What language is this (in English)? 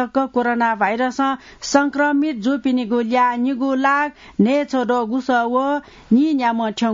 Newari